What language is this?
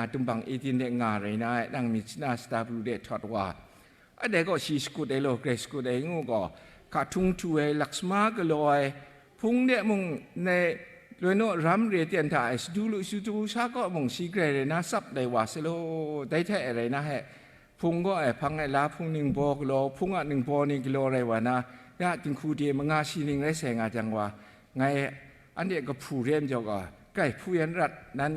Kachin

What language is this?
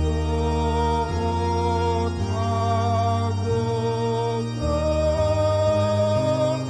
Batak Toba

